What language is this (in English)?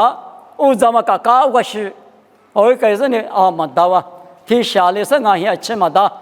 Lisu